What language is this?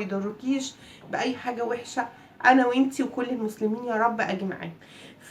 Egyptian Arabic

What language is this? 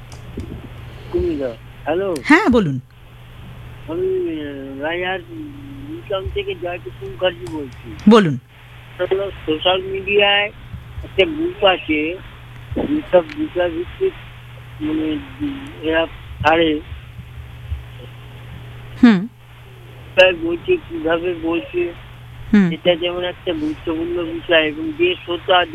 Bangla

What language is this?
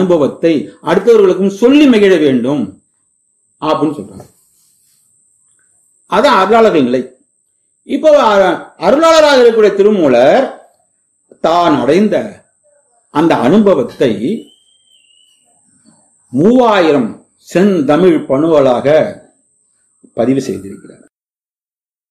Tamil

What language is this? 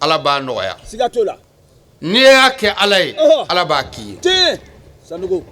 Bambara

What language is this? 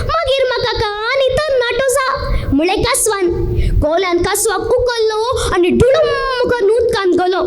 Konkani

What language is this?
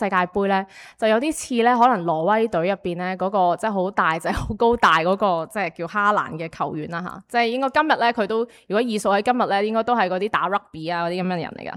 Cantonese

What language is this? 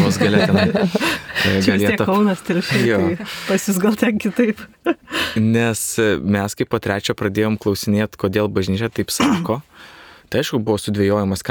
Lithuanian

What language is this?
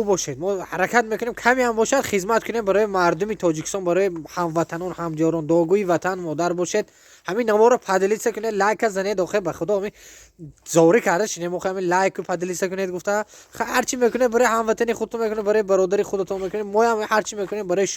Tajik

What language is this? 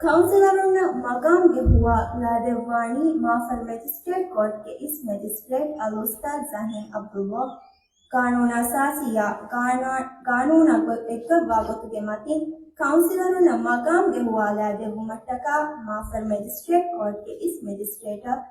Divehi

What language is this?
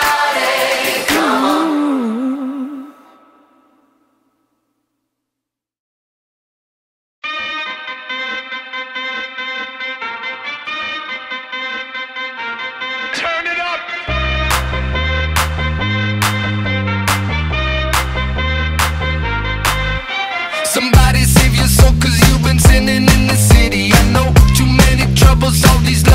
English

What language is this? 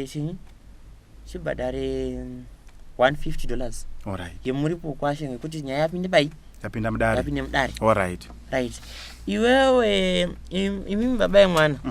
Shona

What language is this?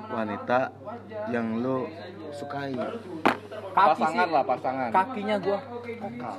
Indonesian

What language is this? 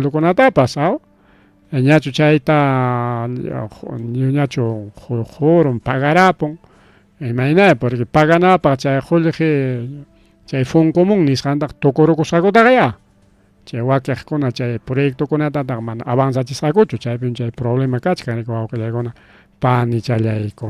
Ayacucho Quechua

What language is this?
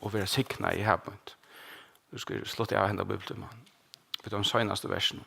Faroese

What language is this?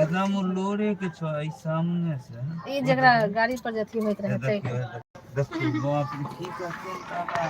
Maithili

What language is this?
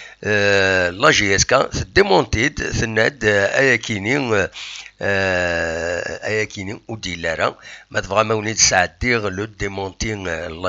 Kabyle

